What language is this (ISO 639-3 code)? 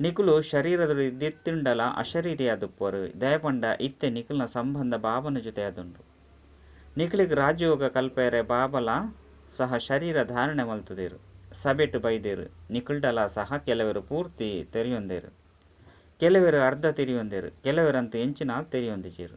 tcy